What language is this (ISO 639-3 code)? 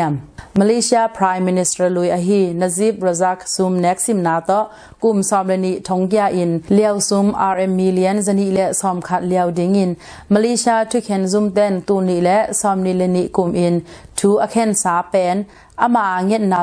ctd